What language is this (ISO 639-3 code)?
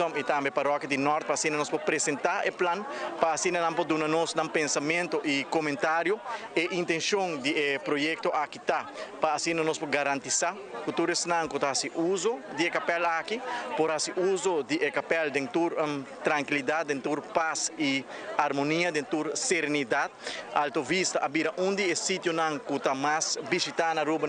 pap